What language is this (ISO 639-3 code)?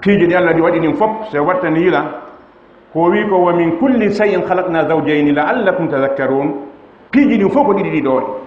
ful